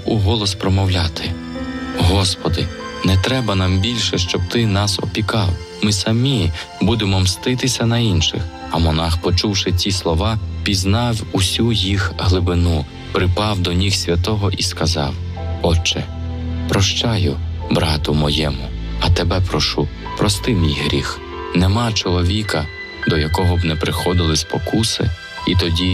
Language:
Ukrainian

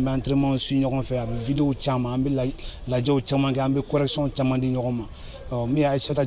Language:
Bambara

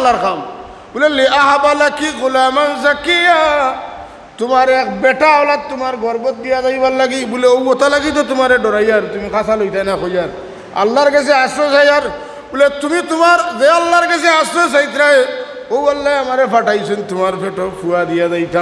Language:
Sylheti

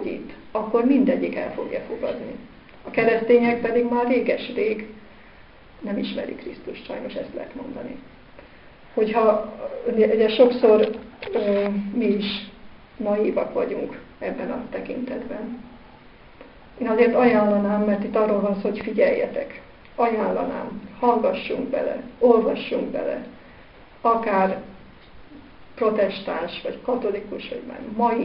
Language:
Hungarian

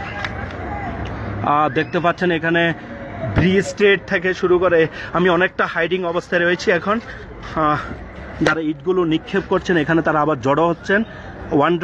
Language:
Bangla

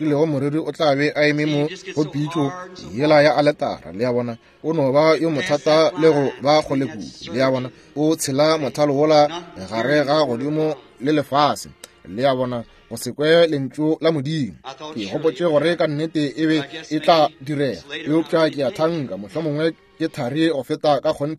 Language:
Northern Sotho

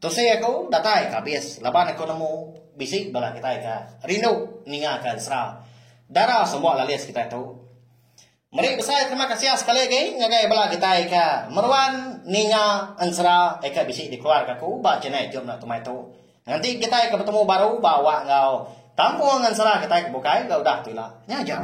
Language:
Iban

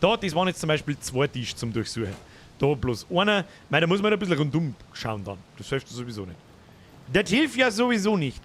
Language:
Bavarian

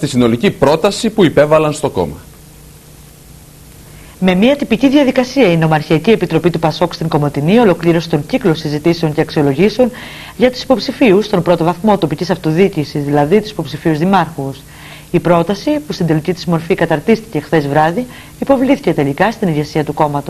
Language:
Greek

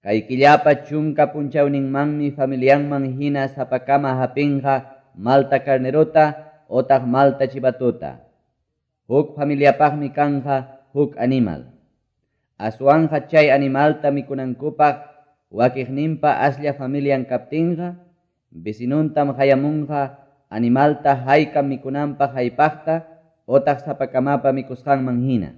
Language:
Quechua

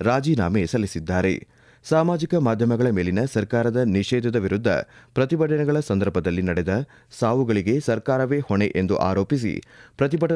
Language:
Kannada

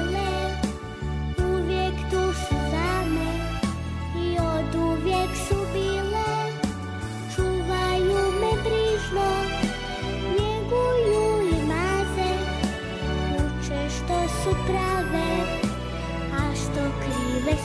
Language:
Serbian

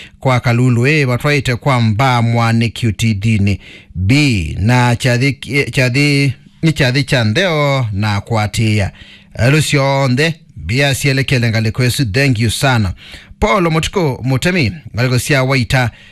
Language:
Kamba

